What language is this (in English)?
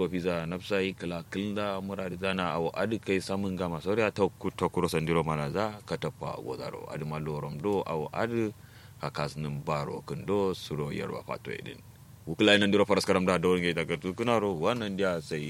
Kanuri